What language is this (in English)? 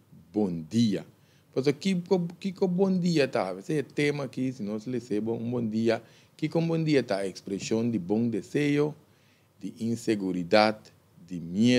Papiamento